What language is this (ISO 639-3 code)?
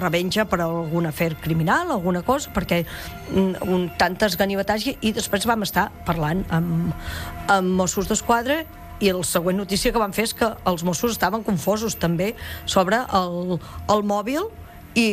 cat